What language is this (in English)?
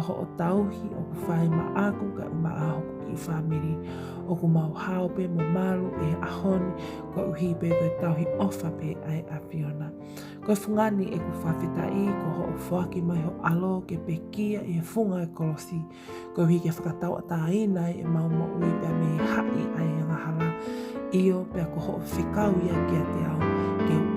Tongan